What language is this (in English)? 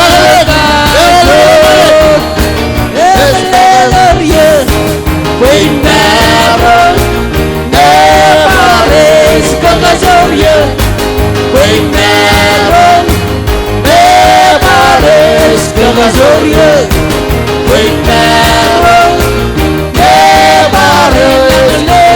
Marshallese